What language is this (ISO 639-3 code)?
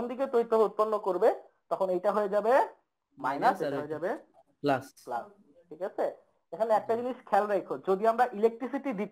ben